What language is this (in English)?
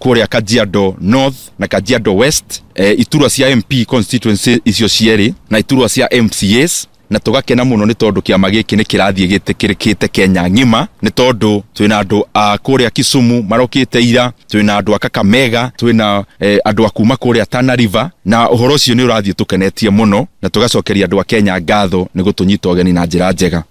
Kikuyu